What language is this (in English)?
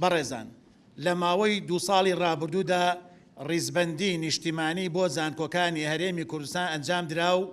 Central Kurdish